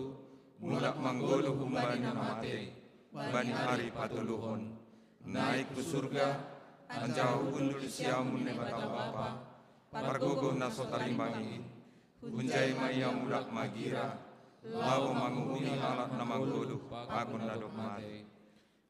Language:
Batak Simalungun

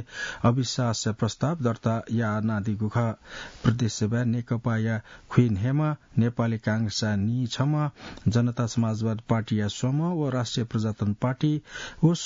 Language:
Newari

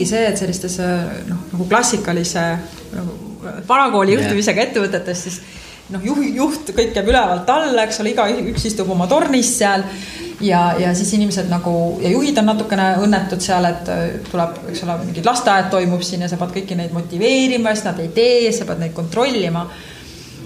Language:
Estonian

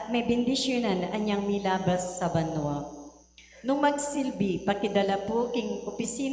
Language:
Pampanga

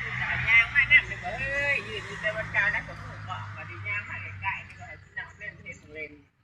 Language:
Lao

